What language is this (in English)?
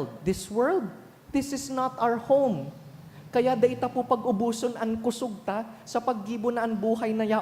Bikol